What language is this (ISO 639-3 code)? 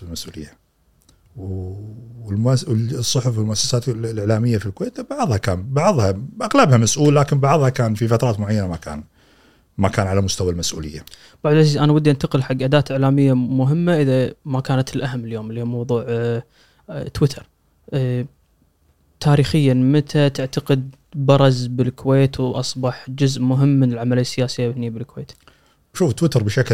afb